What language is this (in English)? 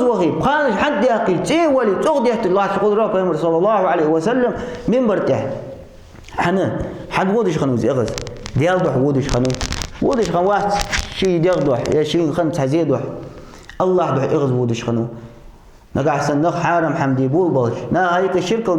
Ingush